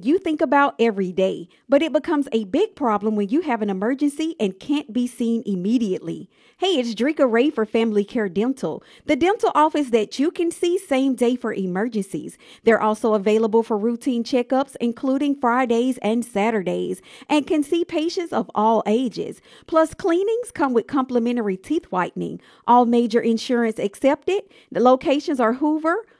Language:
English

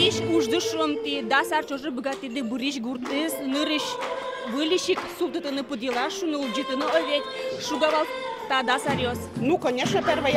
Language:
Udmurt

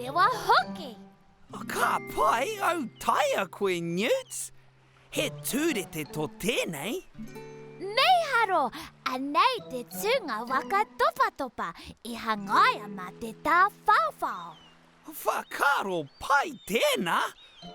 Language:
Māori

